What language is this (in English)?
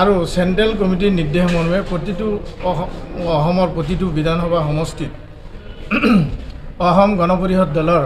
Assamese